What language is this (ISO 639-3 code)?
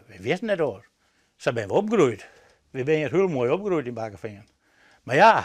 fry